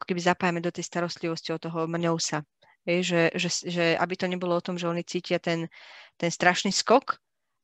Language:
Slovak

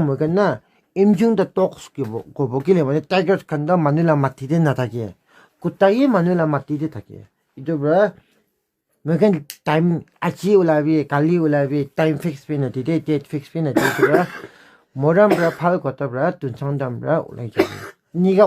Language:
Naga Pidgin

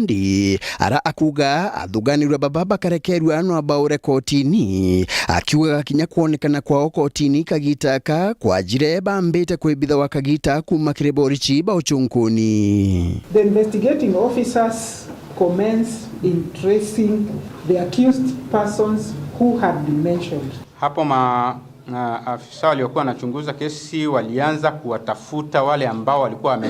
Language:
Meru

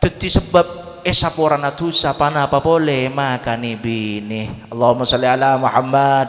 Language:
Madurese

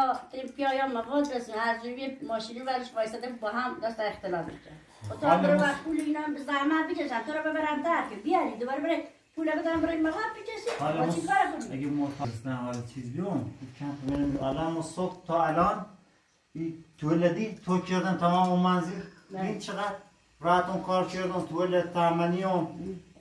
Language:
Persian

